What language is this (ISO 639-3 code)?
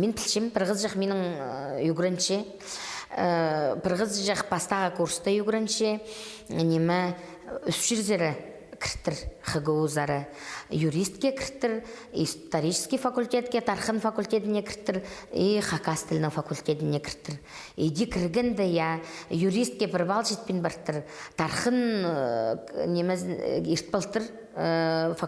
kjh